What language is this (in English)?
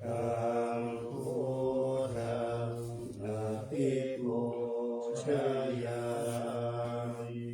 Pali